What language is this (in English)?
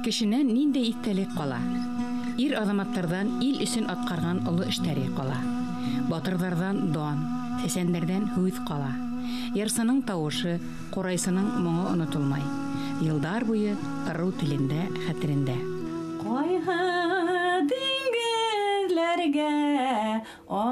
Bashkir